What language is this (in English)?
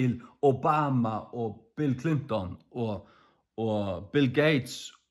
Faroese